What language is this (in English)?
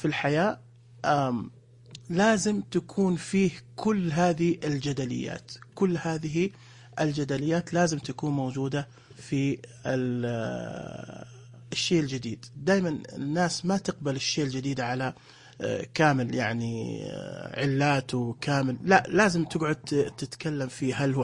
Najdi Arabic